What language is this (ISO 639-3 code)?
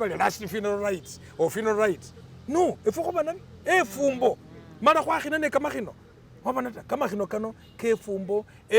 myx